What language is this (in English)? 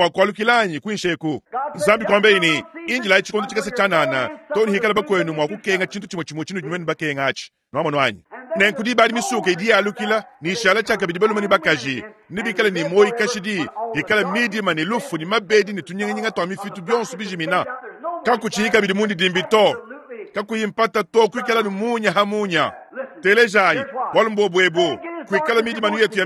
Luba-Lulua